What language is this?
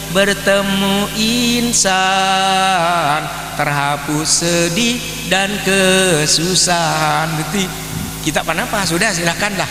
Madurese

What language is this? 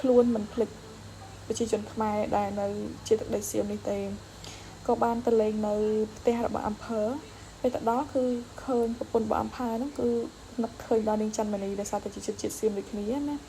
Khmer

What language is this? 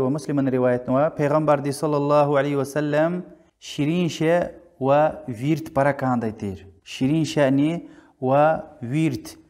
Lezghian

